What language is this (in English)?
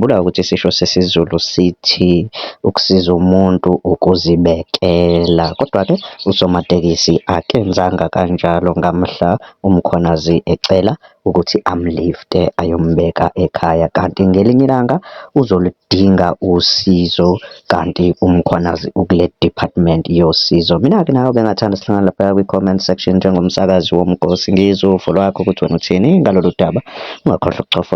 Zulu